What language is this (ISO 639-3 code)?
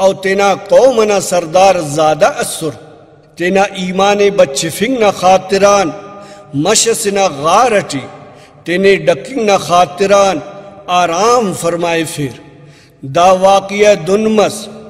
brh